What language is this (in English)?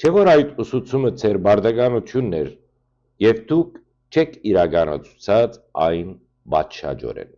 Western Armenian